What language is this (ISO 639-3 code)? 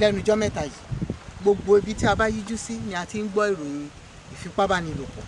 yor